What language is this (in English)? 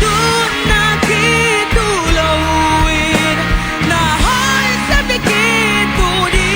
Tedim Chin